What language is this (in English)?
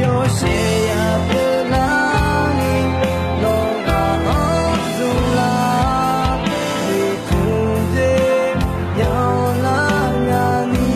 Akha